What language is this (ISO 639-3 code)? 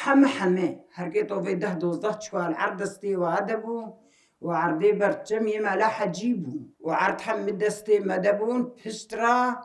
kur